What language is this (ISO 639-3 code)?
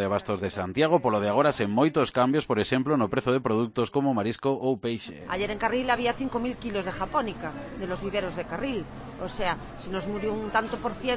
glg